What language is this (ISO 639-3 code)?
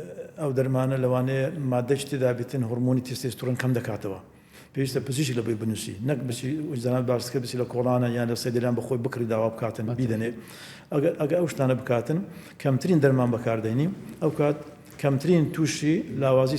ckb